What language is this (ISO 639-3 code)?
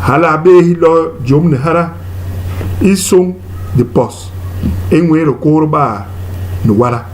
bas